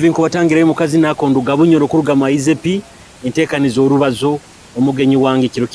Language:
Nyoro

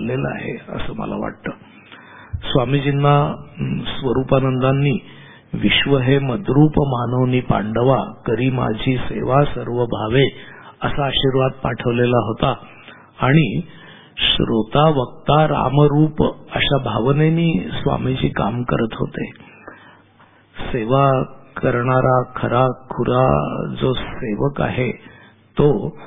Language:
Marathi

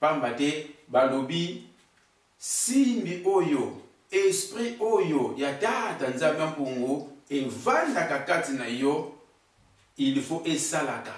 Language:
Lingala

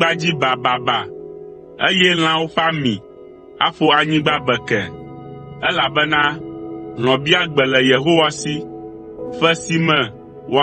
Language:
Ewe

